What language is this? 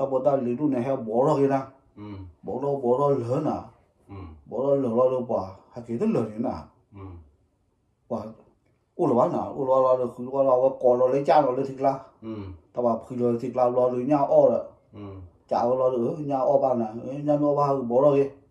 S'gaw Karen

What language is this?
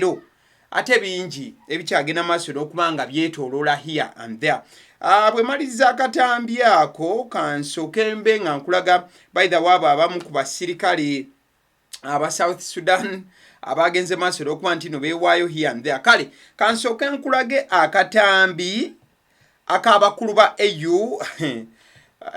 Ganda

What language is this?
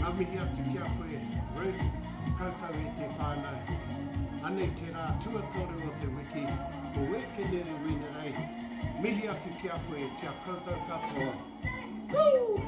Māori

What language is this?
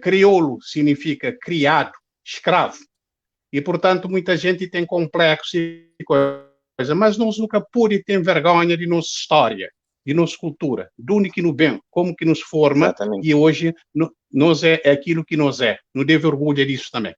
Kabuverdianu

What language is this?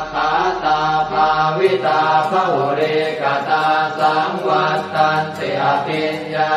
Pali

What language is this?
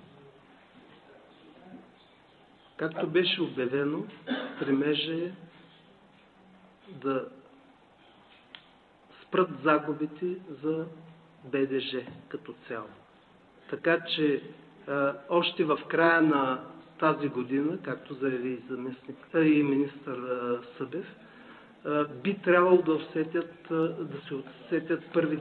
Bulgarian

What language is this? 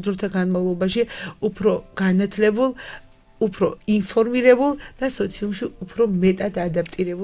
Georgian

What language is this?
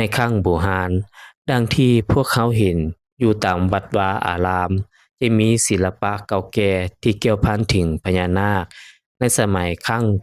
Lao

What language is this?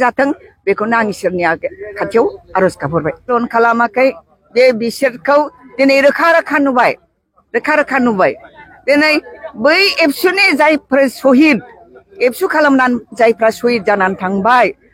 Bodo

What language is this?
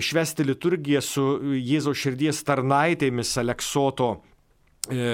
Lithuanian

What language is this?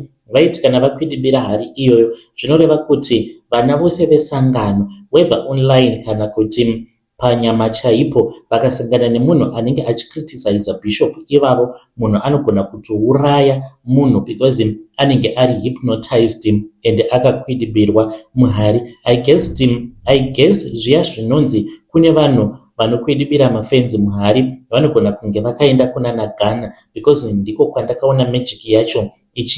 Shona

